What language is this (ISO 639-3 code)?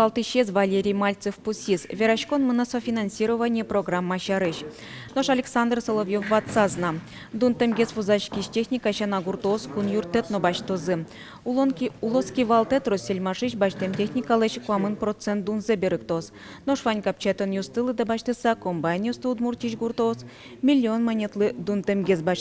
udm